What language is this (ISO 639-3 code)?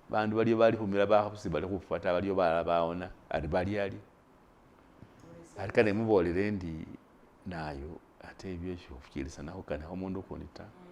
myx